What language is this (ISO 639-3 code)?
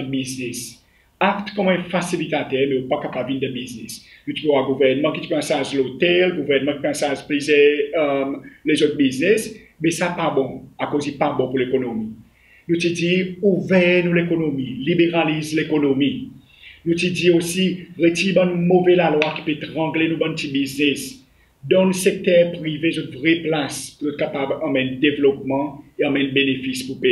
crs